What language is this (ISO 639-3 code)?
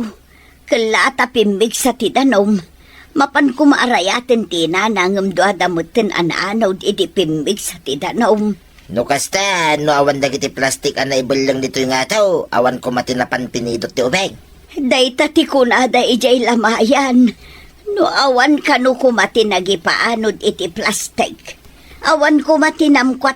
ilo